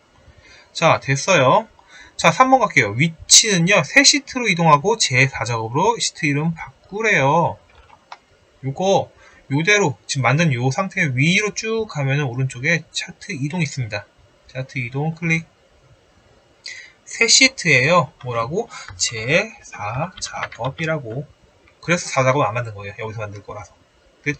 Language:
Korean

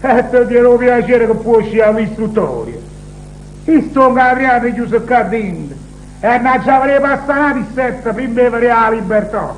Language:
Neapolitan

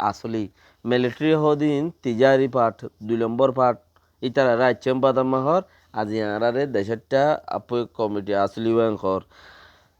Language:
Rohingya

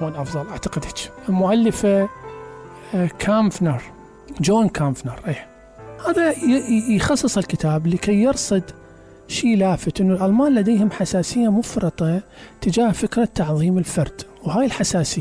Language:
Mesopotamian Arabic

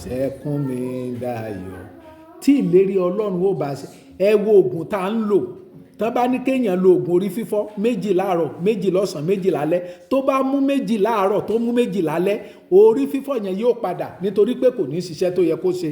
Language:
Yoruba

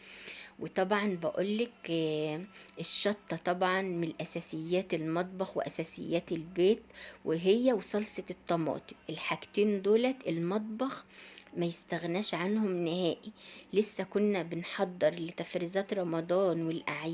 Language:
Egyptian Arabic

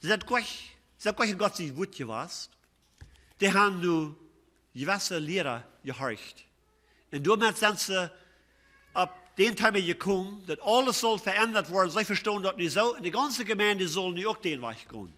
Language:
Plautdietsch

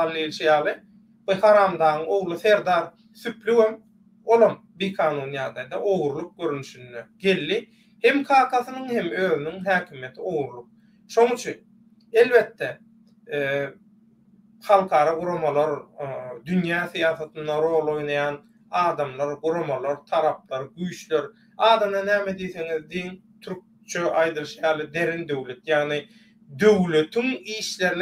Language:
Turkmen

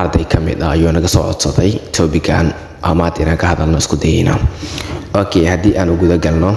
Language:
Somali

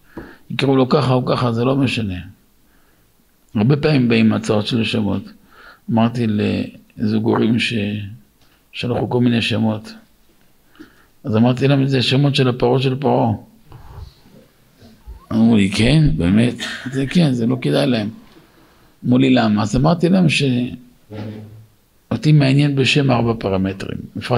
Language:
Hebrew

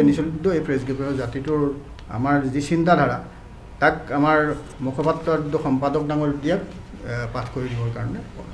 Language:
Assamese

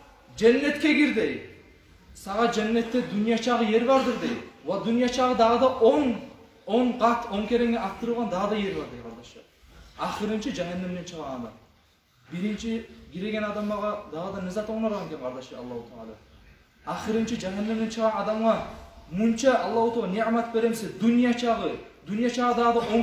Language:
Kumyk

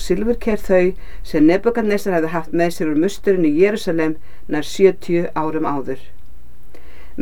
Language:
Icelandic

